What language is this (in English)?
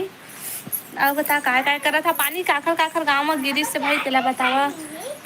Chhattisgarhi